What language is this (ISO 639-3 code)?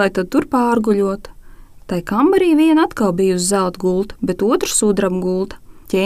lav